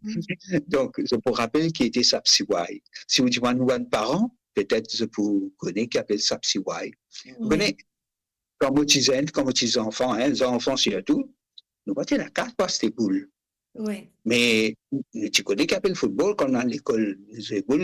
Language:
Morisyen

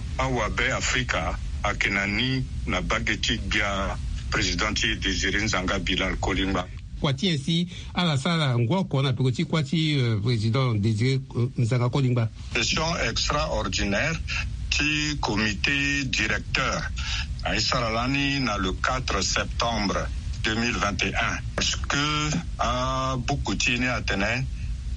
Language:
Sango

